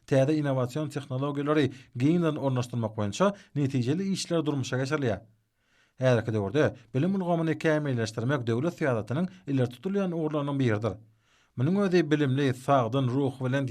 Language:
Turkmen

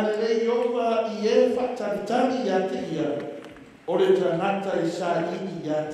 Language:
Samoan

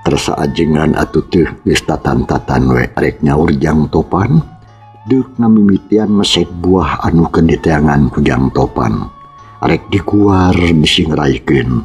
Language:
Sundanese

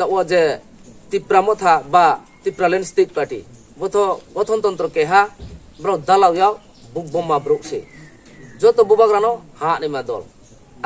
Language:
Riang (India)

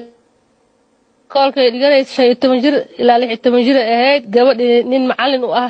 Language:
Somali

